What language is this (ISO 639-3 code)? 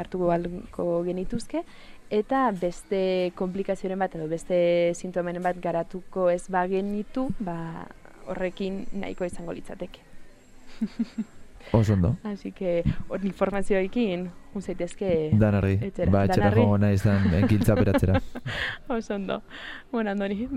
eus